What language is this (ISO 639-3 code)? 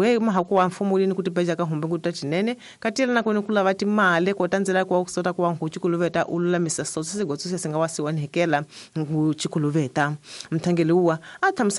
tso